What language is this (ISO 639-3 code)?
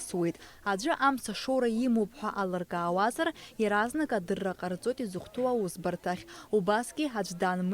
abk